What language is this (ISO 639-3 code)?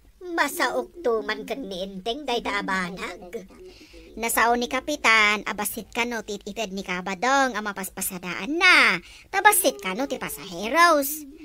ilo